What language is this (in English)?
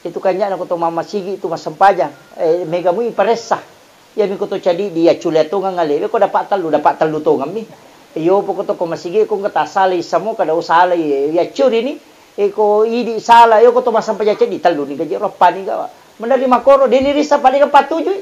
Buginese